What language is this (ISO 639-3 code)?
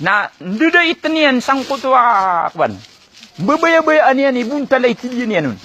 mrw